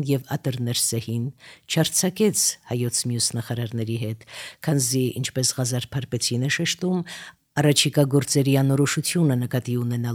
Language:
Armenian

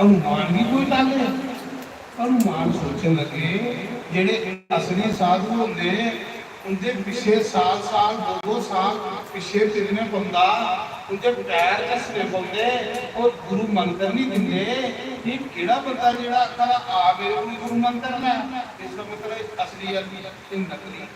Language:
Dogri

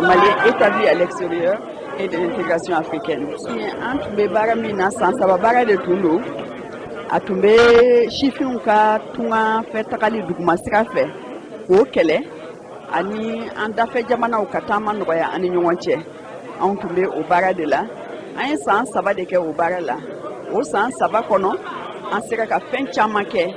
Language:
Bambara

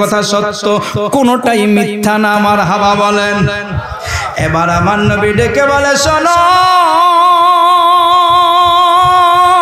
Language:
Bangla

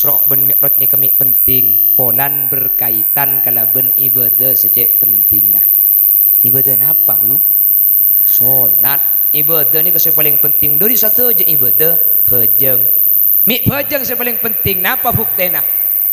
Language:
Madurese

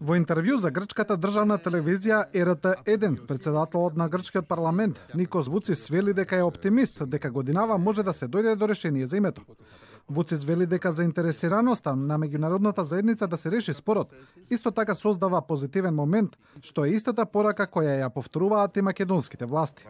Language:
Macedonian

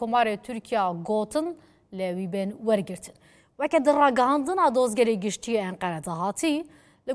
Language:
Kurdish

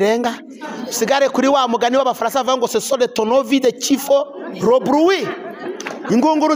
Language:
Kinyarwanda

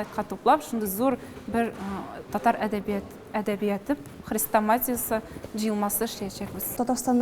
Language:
Tatar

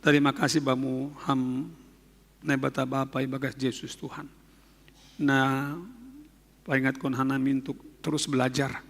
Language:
Batak Simalungun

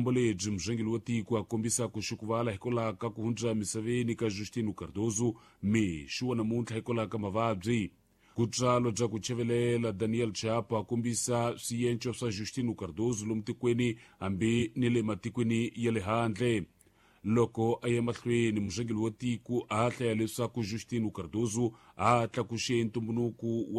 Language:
Tsonga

